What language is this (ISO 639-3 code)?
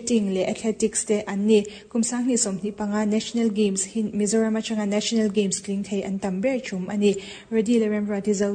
lus